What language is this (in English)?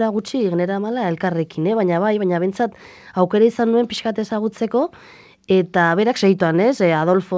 Basque